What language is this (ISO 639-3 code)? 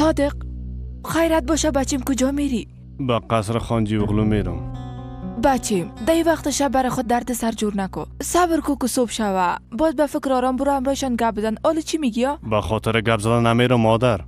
fas